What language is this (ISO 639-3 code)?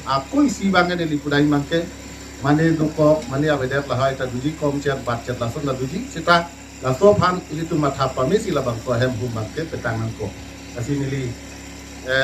mjw